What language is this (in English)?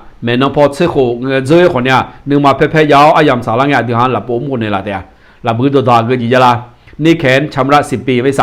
Akha